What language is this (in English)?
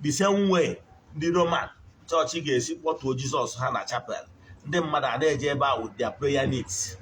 Igbo